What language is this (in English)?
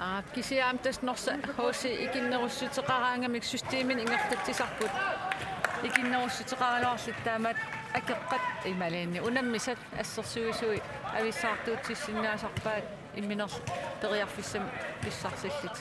Kalaallisut